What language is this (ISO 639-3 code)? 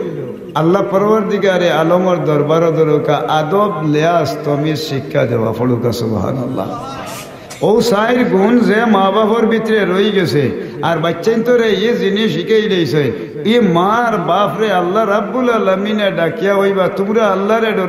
syl